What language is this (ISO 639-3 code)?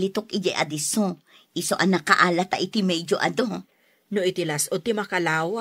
ilo